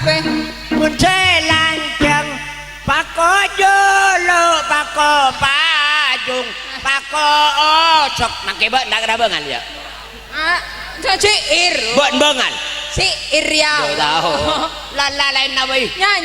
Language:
Madurese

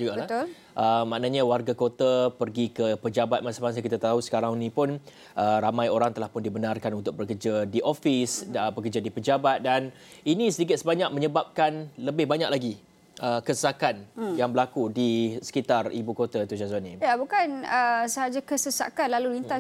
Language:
Malay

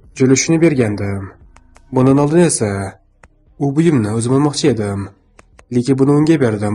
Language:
Uzbek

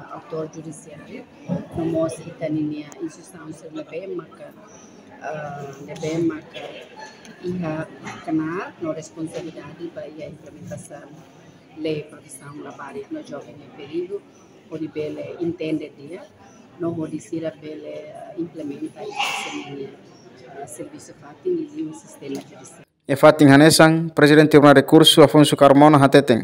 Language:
Tetum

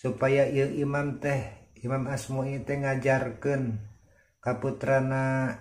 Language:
Sundanese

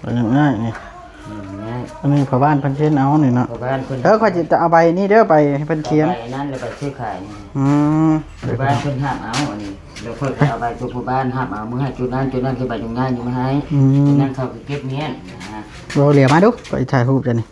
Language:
Northeastern Thai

